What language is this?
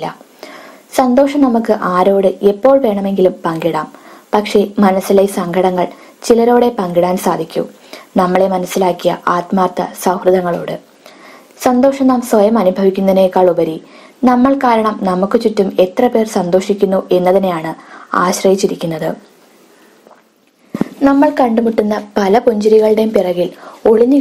Malayalam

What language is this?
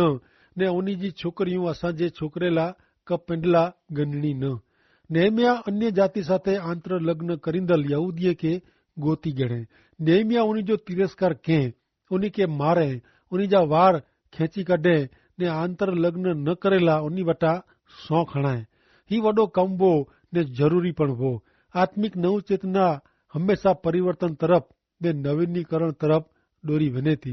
Kachhi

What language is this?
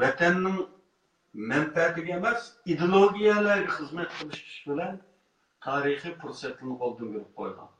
Uyghur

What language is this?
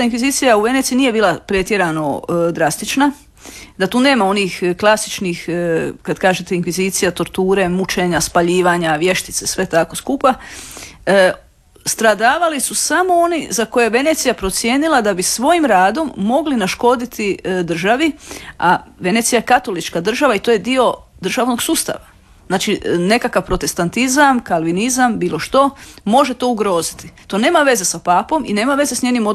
Croatian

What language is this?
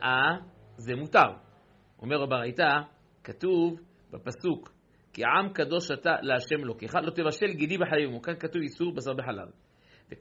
Hebrew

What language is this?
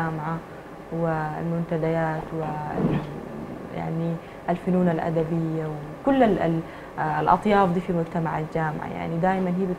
Sudanese Arabic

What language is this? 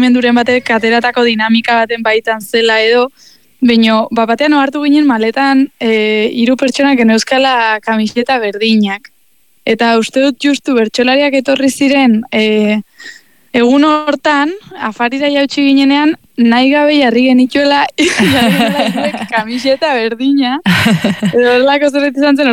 Basque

